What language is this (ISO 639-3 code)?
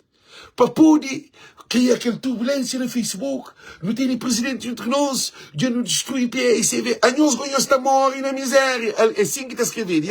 kea